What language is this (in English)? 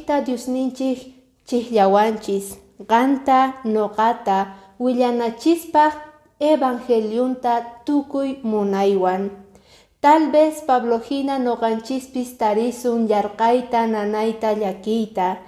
Quechua